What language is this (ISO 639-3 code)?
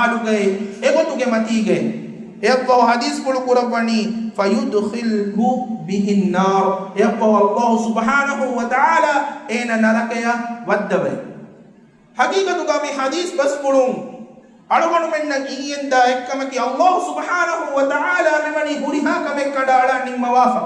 div